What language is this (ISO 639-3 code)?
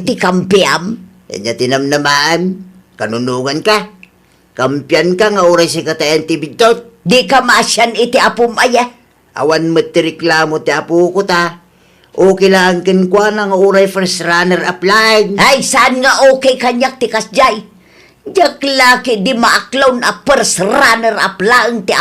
ilo